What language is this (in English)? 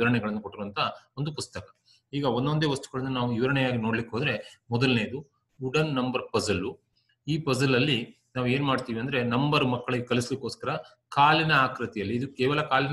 Kannada